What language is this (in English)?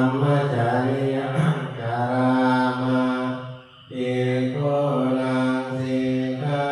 Pali